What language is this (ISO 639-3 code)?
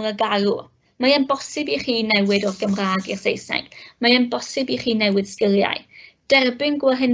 cym